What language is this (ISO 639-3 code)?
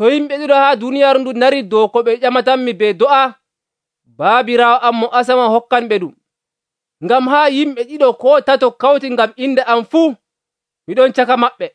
fuv